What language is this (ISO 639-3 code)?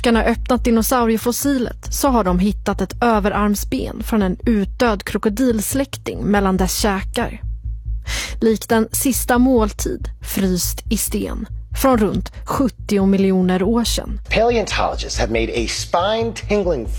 swe